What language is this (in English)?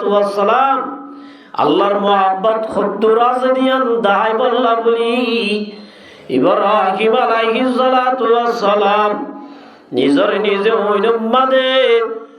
Rohingya